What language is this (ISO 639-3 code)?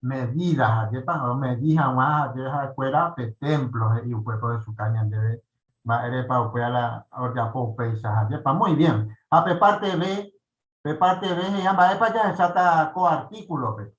grn